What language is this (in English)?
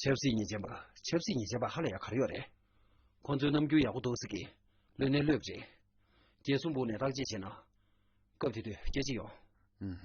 Tibetan